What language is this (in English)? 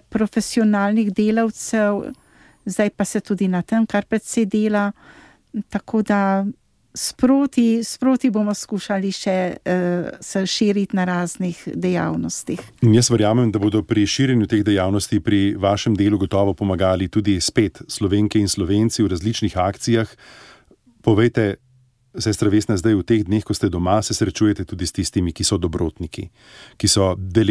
Slovenian